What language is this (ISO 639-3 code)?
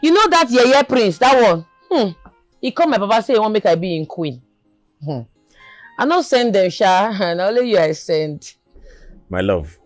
pcm